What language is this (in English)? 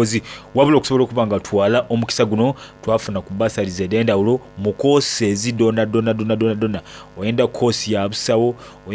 Soga